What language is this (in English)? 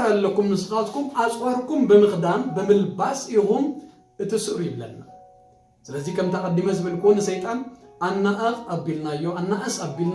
Tigrinya